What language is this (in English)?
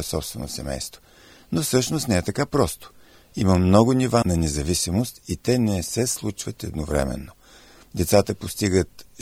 Bulgarian